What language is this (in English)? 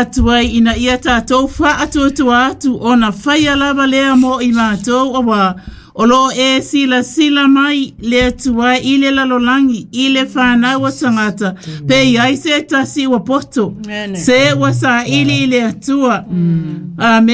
Samoan